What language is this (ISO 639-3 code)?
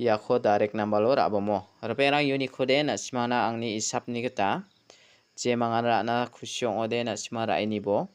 grt